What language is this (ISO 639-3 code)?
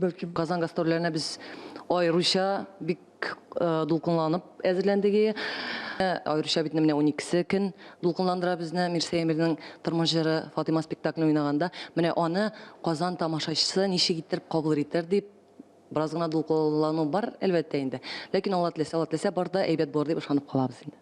tat